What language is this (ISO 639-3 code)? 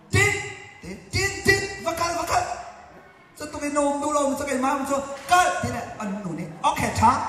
cnh